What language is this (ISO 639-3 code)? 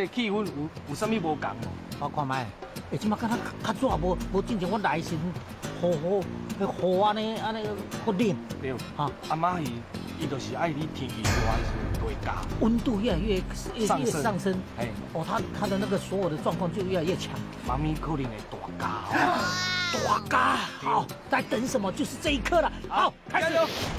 zho